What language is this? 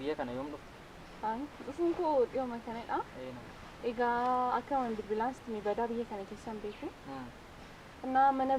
Oromo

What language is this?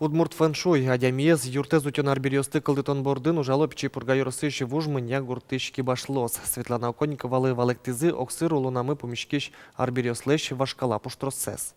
Udmurt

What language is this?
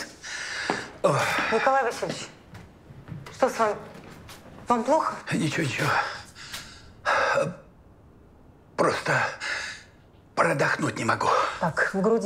Russian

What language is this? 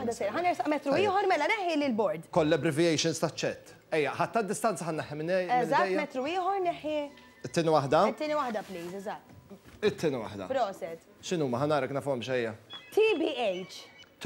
Maltese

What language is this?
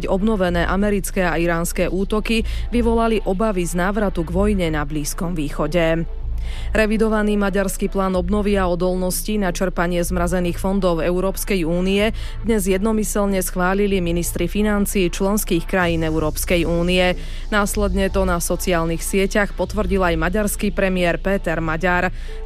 Slovak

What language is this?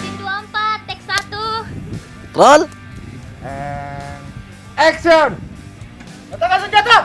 Makassar Malay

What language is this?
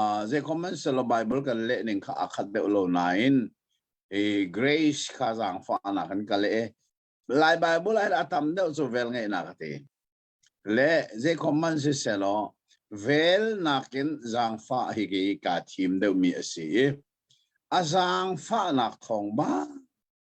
Hakha Chin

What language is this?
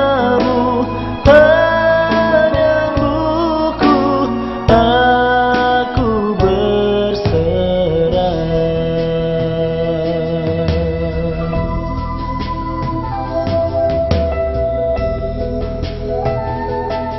Indonesian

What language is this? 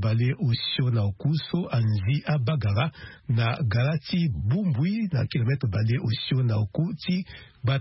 Sango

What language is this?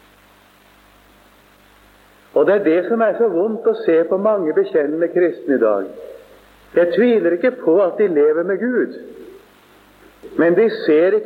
Norwegian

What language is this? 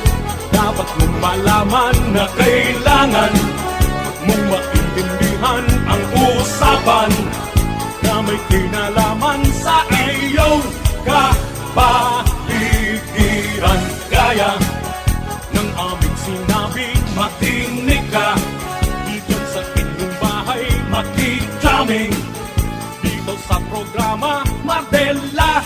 Bikol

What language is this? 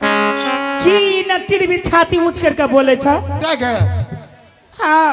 Angika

